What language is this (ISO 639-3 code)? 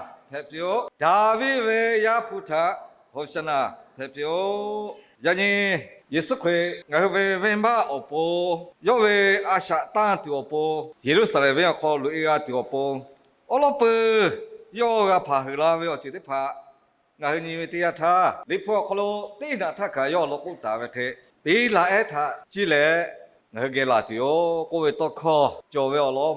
lhu